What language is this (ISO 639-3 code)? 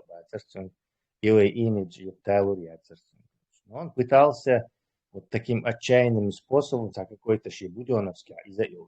che